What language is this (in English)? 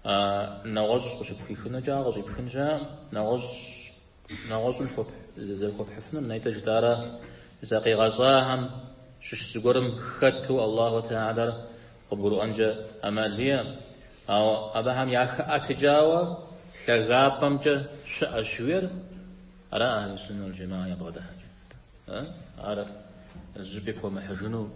Kabardian